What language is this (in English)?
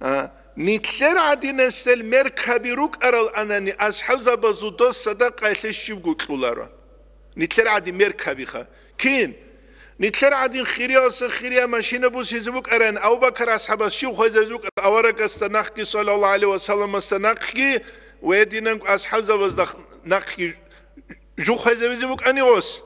Avaric